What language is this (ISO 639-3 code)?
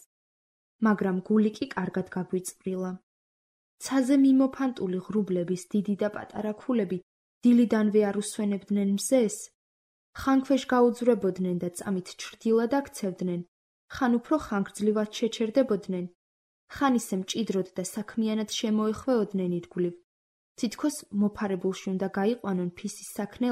kat